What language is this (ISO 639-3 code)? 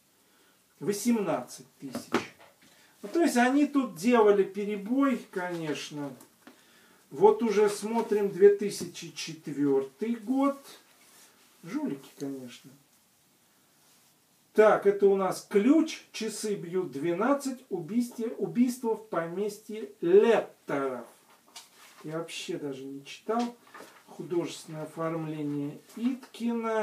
rus